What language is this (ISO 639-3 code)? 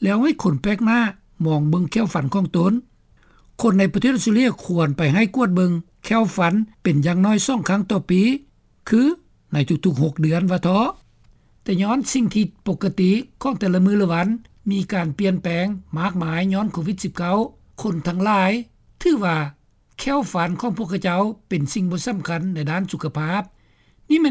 lao